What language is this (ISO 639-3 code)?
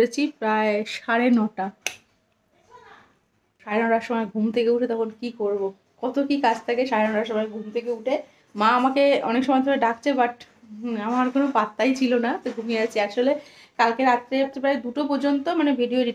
ben